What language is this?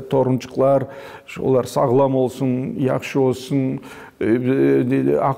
Crimean Tatar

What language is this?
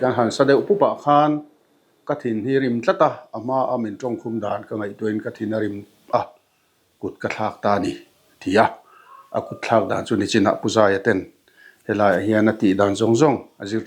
Mizo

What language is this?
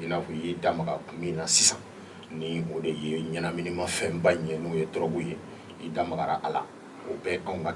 Bambara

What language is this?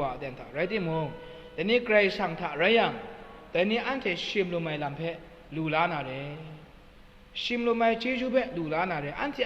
Kachin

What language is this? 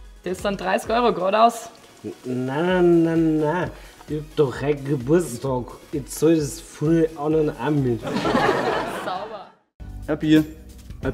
Bavarian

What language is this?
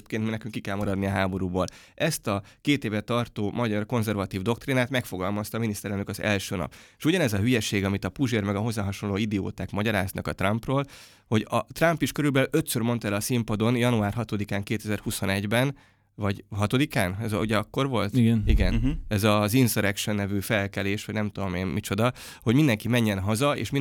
Hungarian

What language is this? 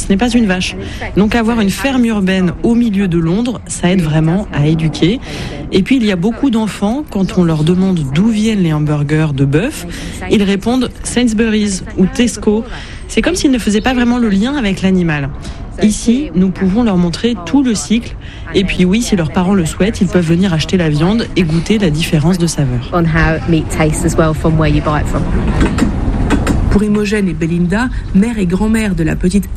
French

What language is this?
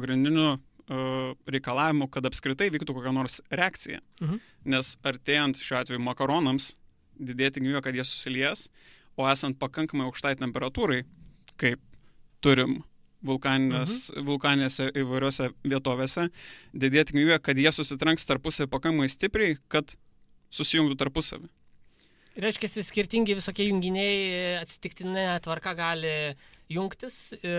Lithuanian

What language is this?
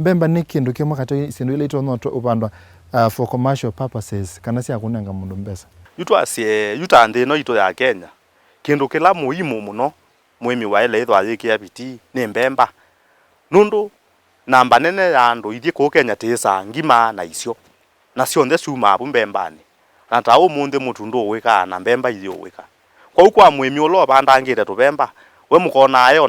Kamba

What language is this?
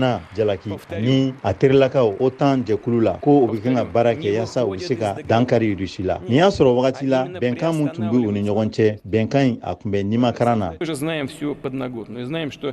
Bambara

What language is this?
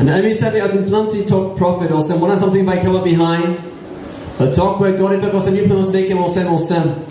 Tok Pisin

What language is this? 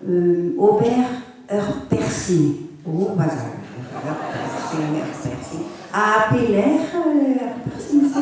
Breton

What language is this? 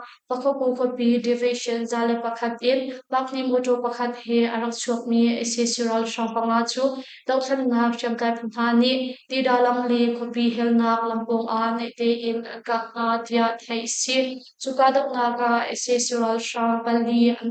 Hakha Chin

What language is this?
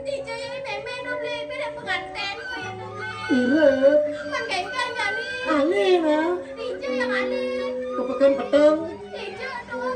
Balinese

